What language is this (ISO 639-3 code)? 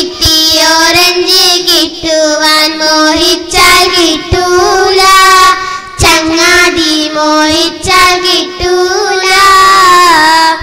mal